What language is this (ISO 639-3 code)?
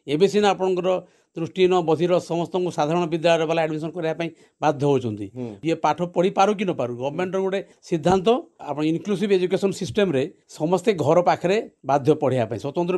ori